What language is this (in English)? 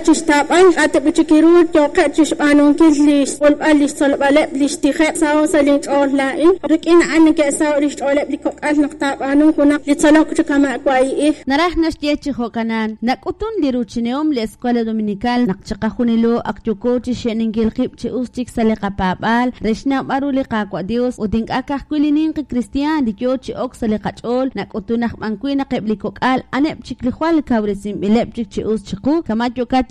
Kekchí